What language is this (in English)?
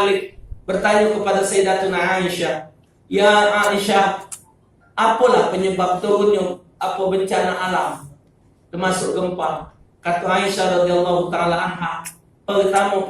Musi